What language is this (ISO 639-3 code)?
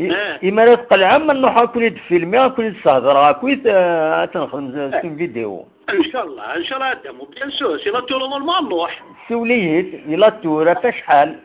arq